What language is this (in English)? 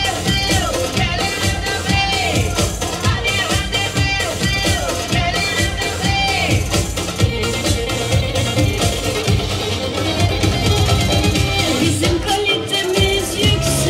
Turkish